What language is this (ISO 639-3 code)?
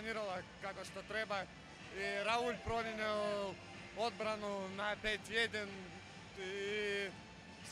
mkd